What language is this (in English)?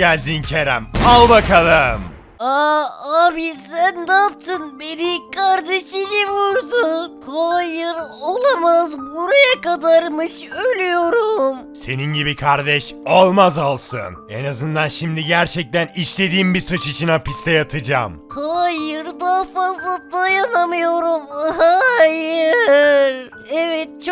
Turkish